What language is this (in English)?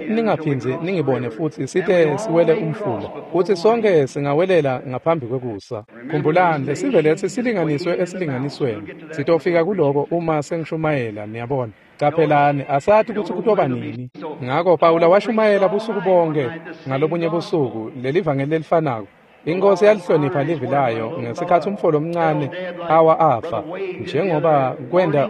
Swati